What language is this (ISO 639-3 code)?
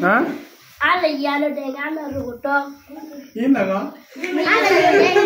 ach